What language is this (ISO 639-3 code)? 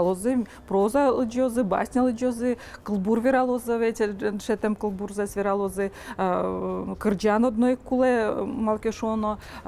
udm